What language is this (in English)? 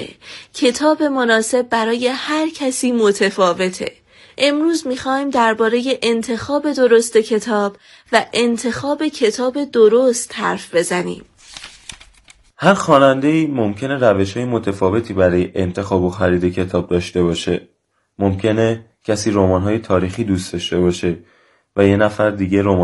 Persian